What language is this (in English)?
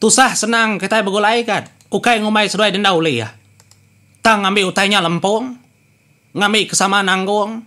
Iban